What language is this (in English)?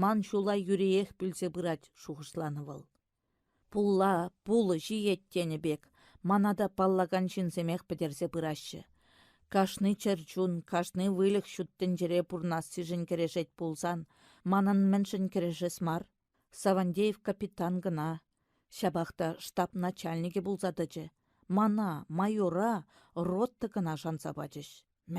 Chuvash